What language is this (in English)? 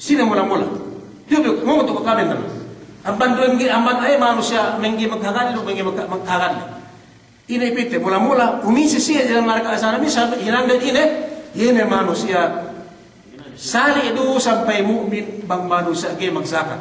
Yakan